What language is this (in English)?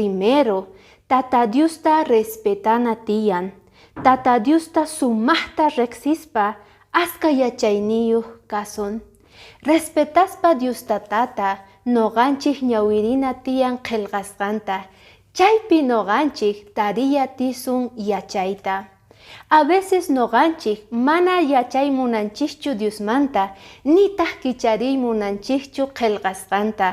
Quechua